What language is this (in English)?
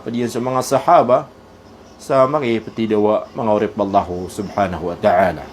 Maranao